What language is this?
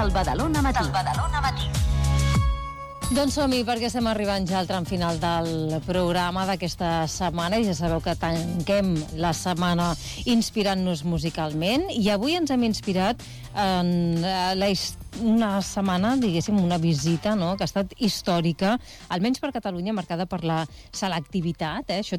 Catalan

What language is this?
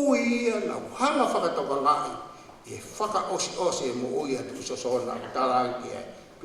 Tongan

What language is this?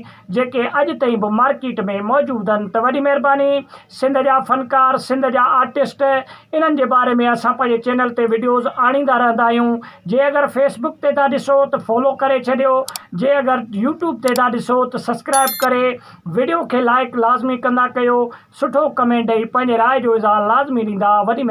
Sindhi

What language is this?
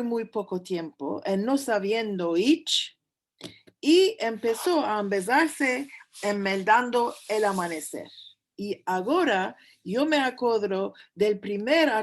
Ladino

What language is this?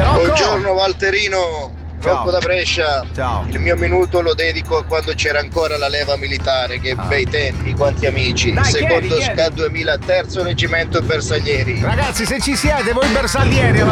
Italian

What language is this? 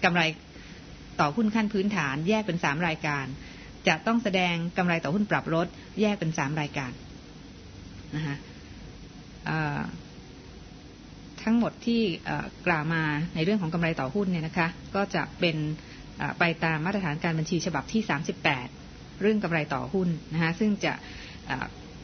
Thai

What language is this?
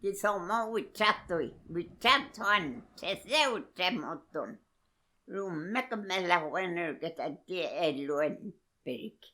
Mapuche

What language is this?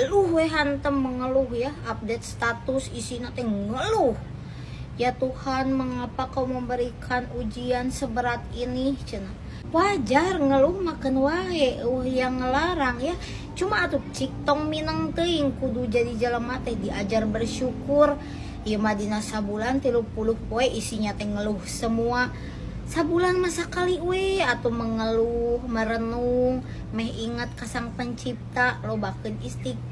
Sundanese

